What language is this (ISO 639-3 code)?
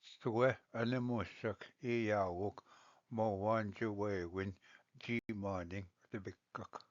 oji